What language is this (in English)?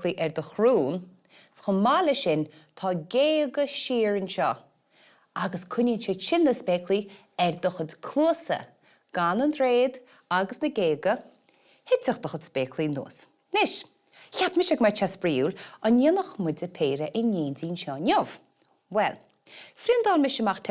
Irish